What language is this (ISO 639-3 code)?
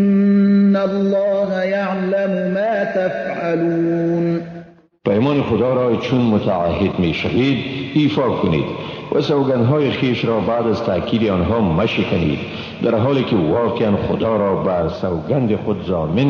fas